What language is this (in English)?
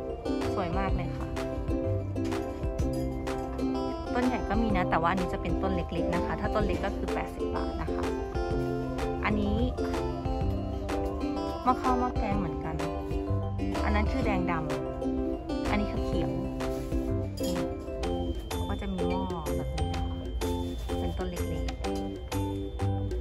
Thai